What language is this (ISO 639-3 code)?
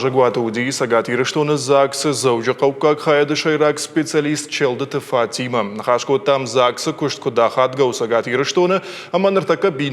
oss